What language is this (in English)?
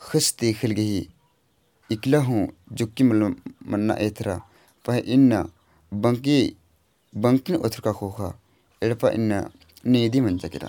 Kurukh